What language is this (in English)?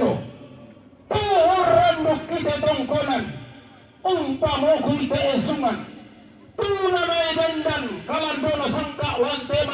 Toraja-Sa'dan